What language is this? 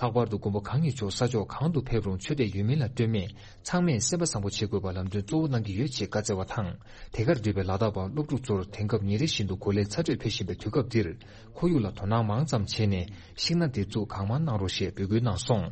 Tibetan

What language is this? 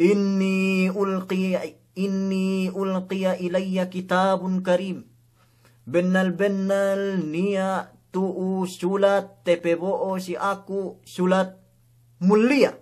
Yakan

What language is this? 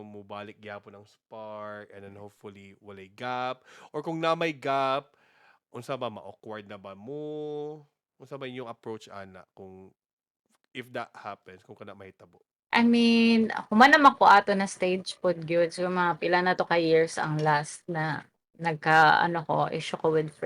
Cebuano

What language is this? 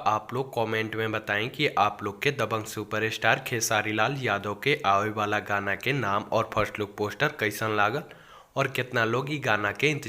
Bhojpuri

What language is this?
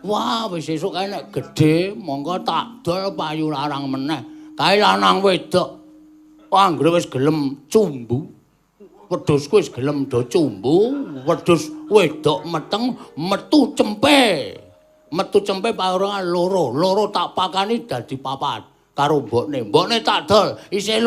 Javanese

